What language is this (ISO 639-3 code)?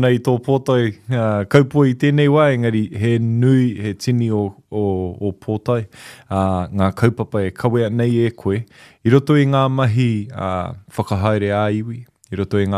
mri